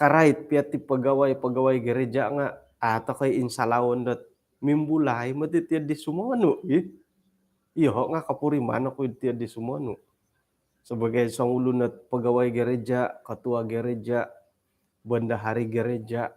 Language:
Central Dusun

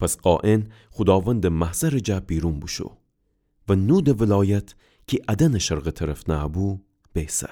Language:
Gilaki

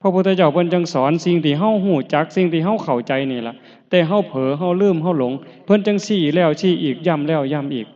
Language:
Northeastern Thai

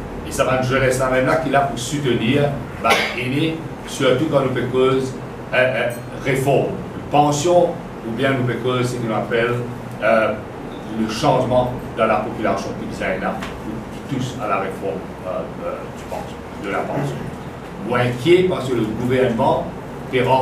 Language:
Morisyen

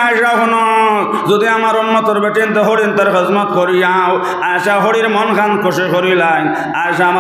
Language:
Sylheti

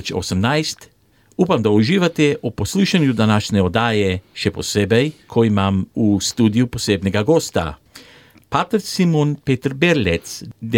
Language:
Slovenian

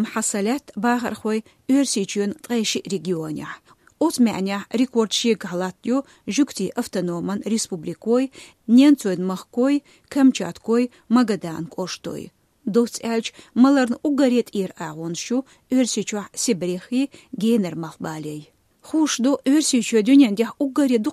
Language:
Chechen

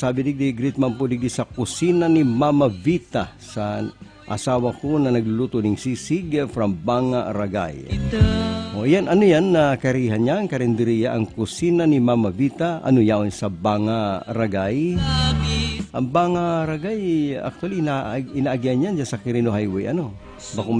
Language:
Bikol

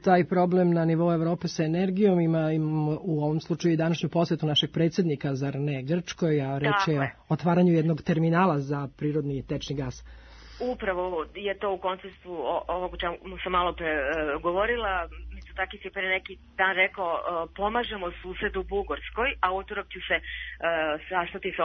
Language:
Serbian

